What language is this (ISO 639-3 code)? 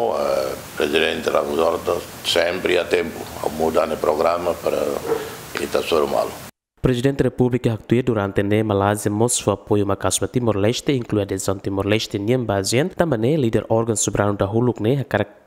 tet